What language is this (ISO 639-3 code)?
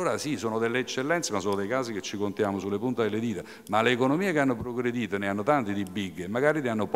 ita